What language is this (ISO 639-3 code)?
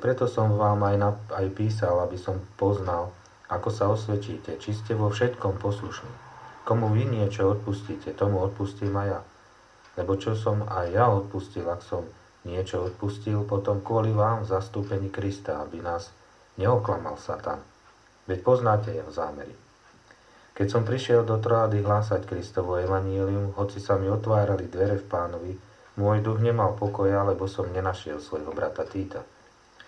slk